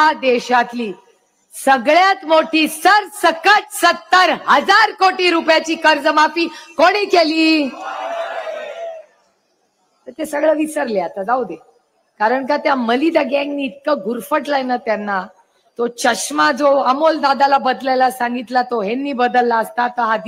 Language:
Marathi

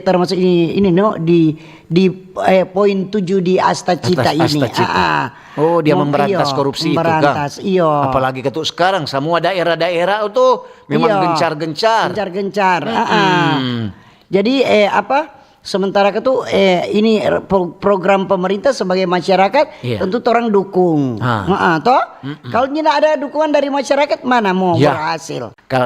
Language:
Manado Malay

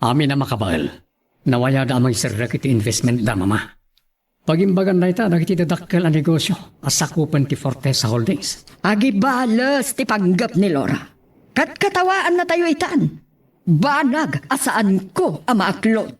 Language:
Iloko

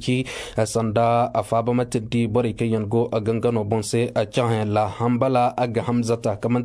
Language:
Koyraboro Senni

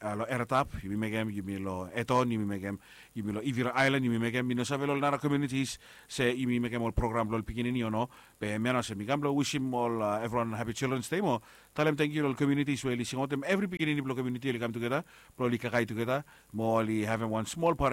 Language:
Bislama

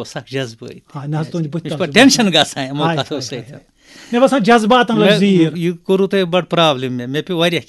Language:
Kashmiri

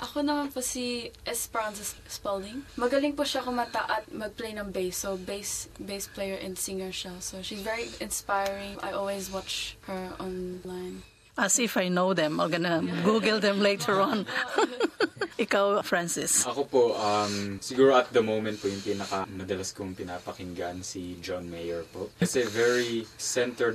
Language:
Filipino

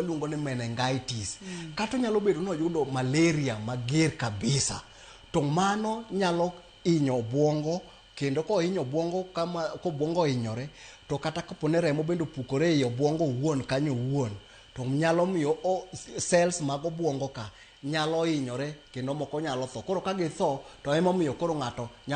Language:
Luo (Kenya and Tanzania)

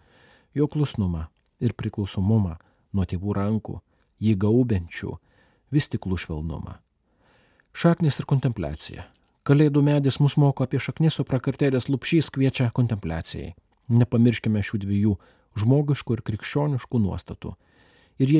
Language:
Lithuanian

